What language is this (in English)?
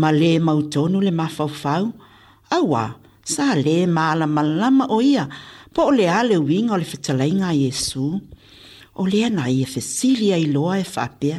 Samoan